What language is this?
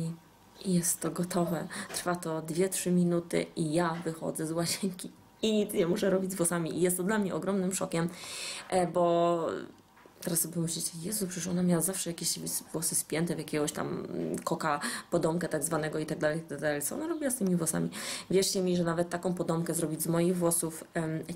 Polish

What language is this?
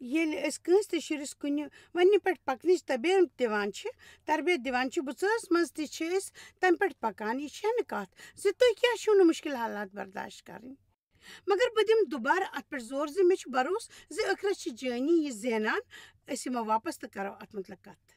Kashmiri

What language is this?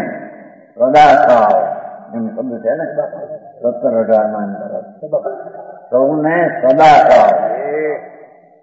Gujarati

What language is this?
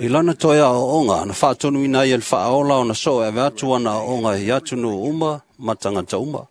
Samoan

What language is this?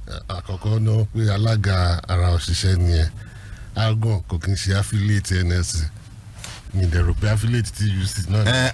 Yoruba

